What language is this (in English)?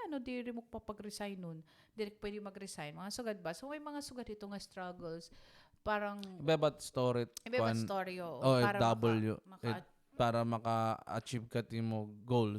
Waray